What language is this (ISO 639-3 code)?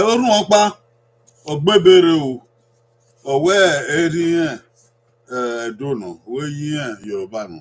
bin